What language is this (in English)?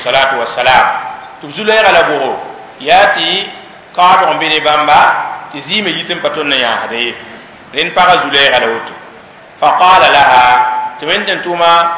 Mossi